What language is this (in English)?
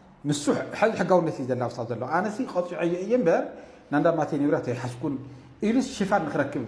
Tigrinya